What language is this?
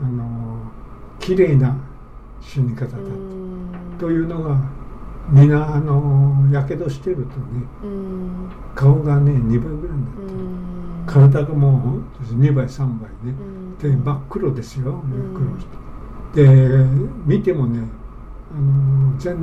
Japanese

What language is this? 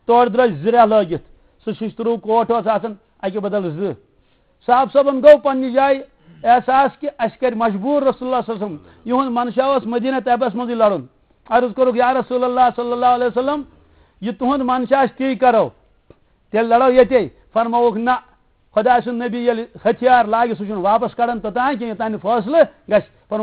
Kashmiri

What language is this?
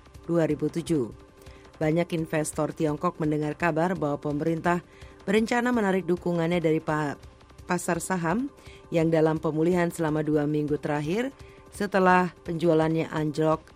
Indonesian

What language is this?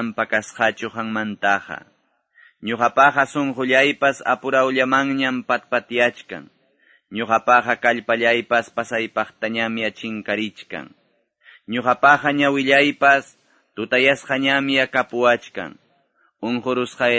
Quechua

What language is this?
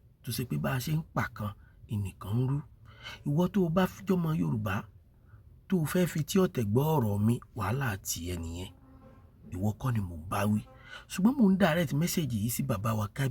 Yoruba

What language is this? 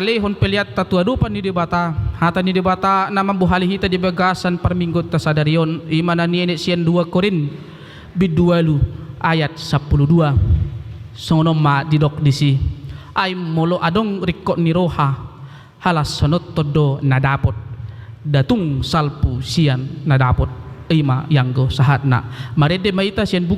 Batak Toba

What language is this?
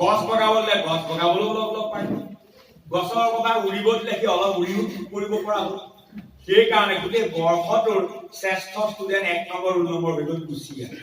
Assamese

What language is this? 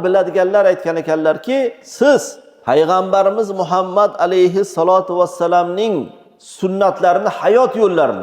Uzbek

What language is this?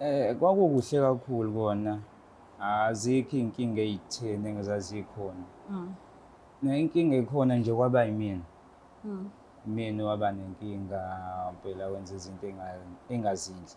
Zulu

